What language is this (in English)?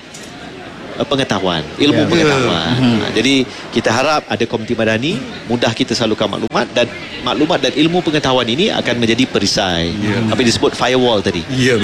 Malay